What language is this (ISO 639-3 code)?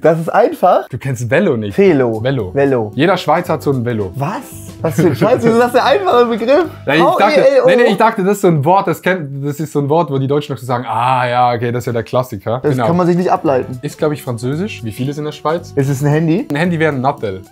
gsw